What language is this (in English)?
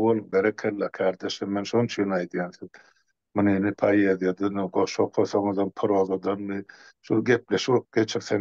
Turkmen